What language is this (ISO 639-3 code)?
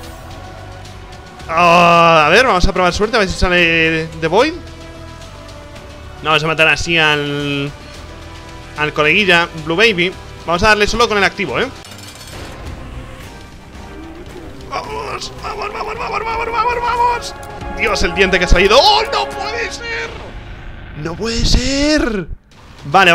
spa